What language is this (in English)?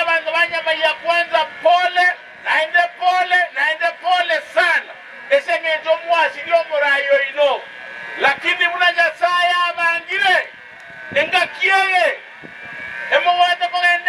Gusii